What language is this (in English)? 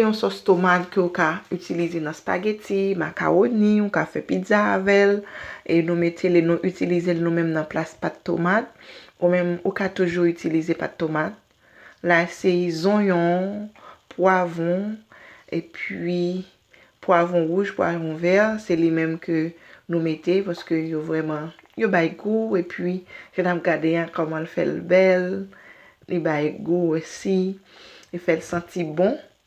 Haitian Creole